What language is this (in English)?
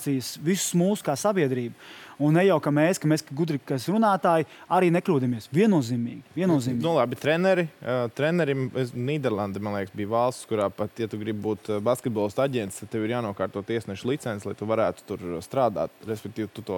Latvian